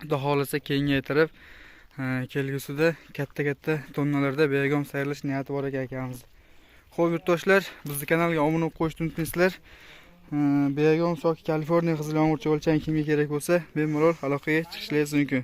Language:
Uzbek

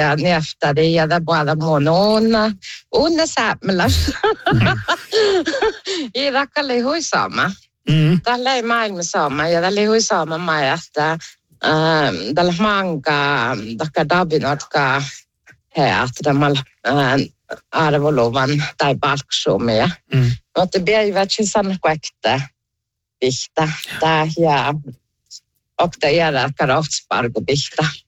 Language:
Northern Sami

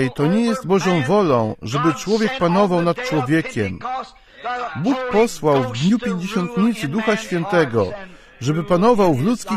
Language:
Polish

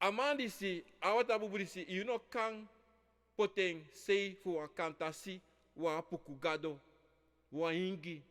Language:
Sranan Tongo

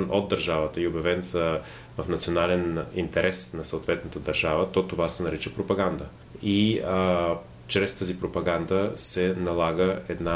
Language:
Bulgarian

